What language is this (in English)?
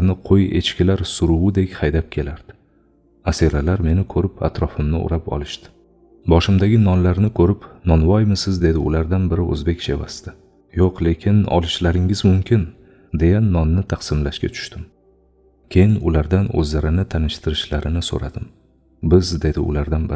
Uzbek